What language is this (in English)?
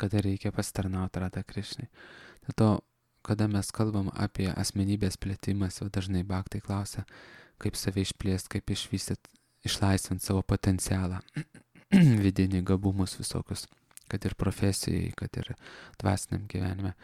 Lithuanian